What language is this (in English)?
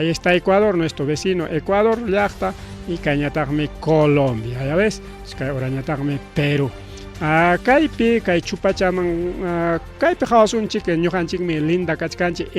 Ayacucho Quechua